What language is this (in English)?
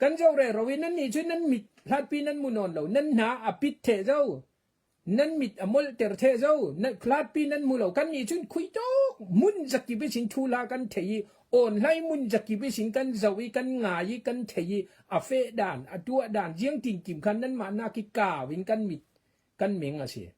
Falam Chin